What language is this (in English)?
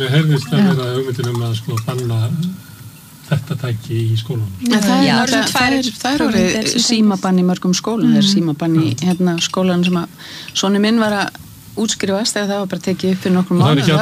Icelandic